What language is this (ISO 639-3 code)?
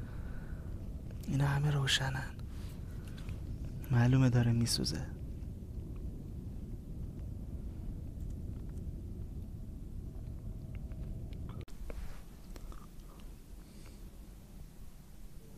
fas